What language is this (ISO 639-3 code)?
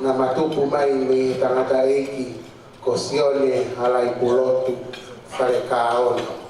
ton